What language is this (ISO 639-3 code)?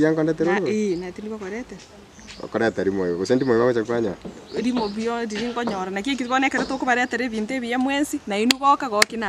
guz